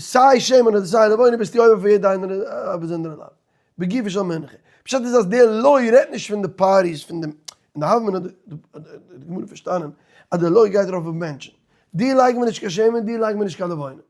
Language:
Yiddish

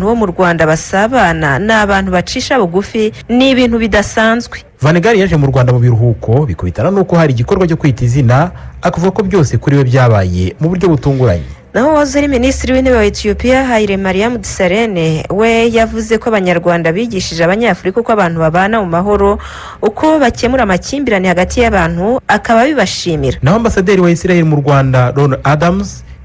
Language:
Kinyarwanda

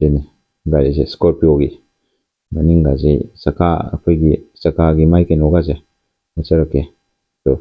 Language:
Manipuri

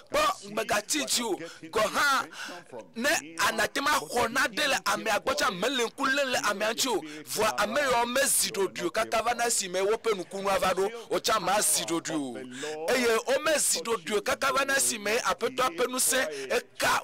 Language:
Ewe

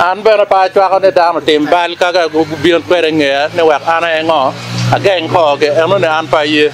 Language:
Acoli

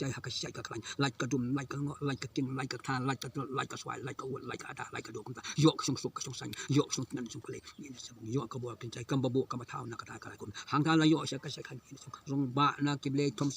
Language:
Khasi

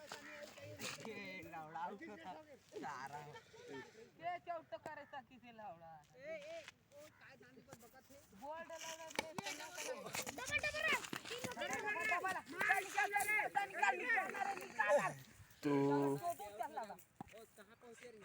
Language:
Chhattisgarhi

